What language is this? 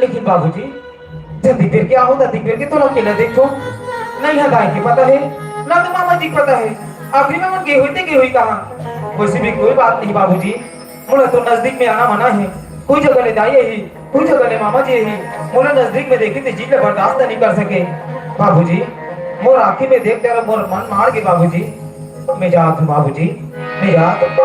Chhattisgarhi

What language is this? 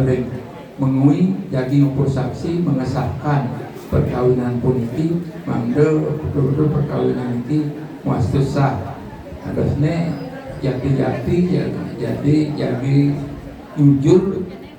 Balinese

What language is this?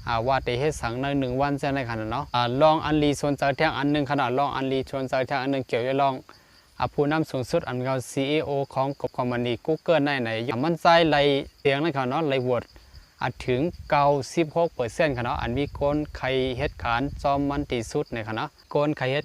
Shan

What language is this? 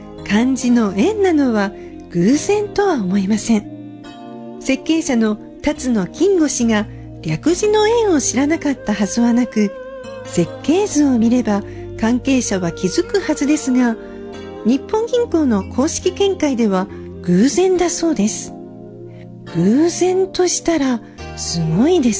Japanese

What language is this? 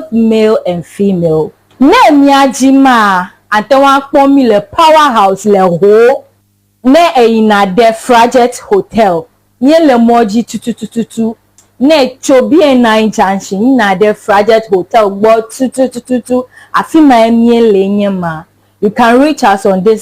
Ewe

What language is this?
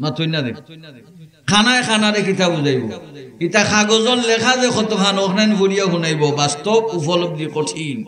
Sylheti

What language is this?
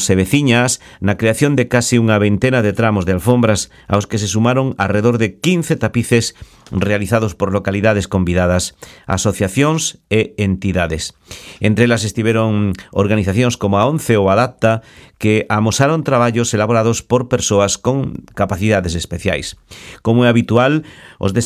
Galician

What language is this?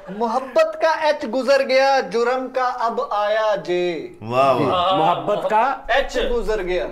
Punjabi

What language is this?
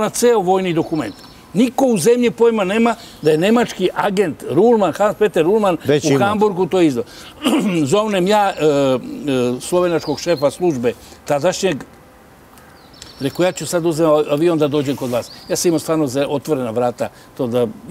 Serbian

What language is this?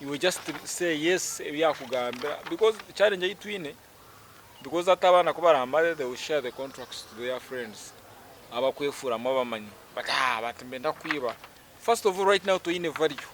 Nyankole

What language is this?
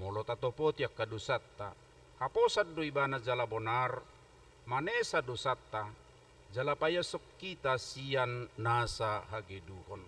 Batak Toba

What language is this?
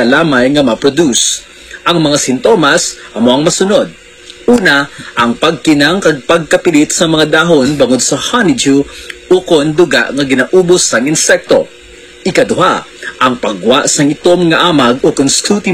Hiligaynon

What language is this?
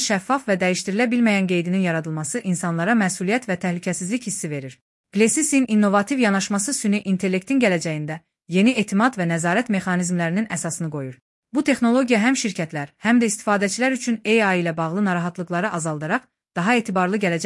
Azerbaijani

